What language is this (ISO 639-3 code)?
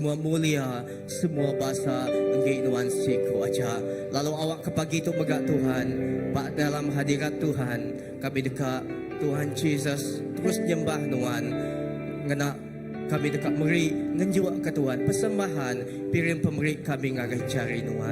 iba